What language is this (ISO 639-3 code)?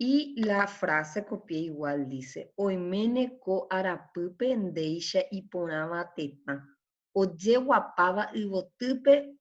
grn